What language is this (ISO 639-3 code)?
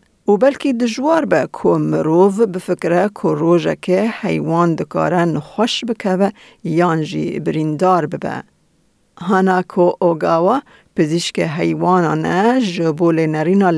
kur